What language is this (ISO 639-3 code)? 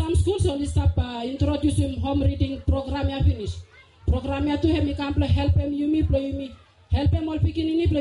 bis